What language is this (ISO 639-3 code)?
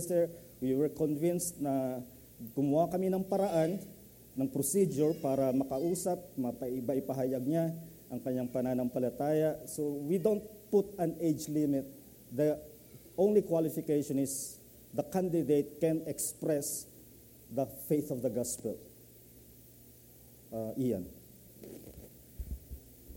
fil